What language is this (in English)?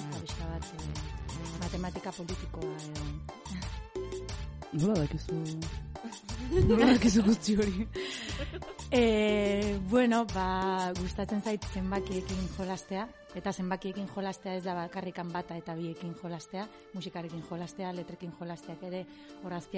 Basque